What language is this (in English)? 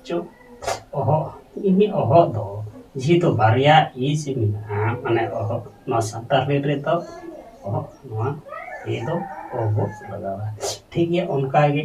Santali